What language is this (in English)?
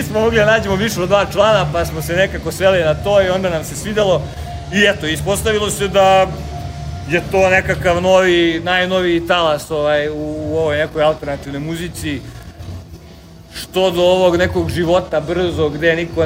Bosnian